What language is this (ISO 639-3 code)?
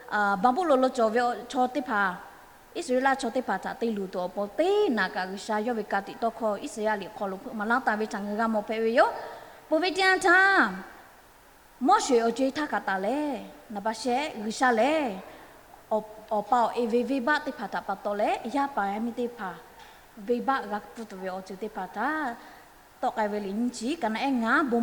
lhu